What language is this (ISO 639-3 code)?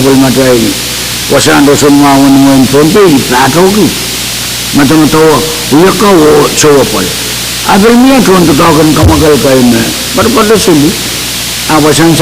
pon